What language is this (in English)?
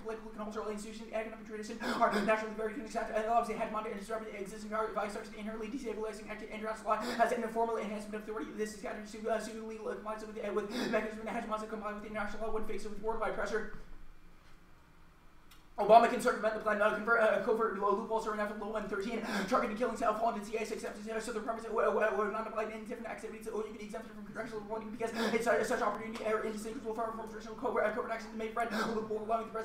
English